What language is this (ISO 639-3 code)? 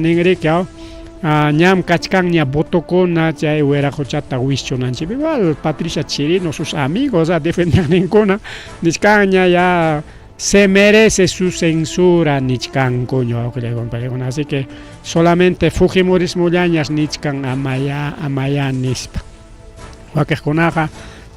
quy